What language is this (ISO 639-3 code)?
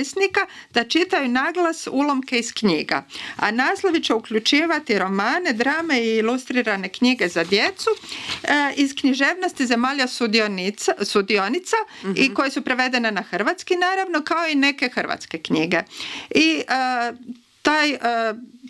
hrv